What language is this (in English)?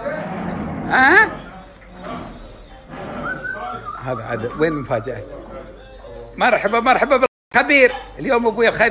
Gulf Arabic